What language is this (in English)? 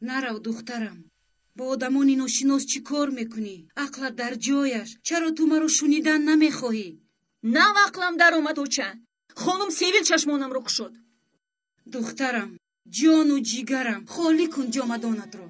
Tajik